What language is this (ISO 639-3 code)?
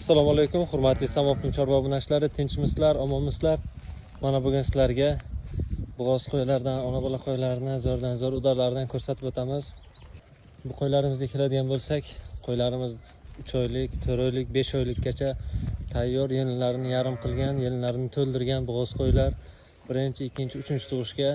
uzb